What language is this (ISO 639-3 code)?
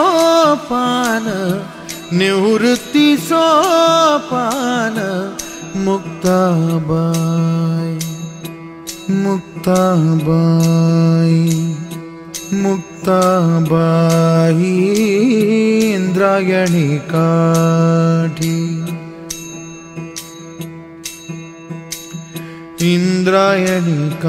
mar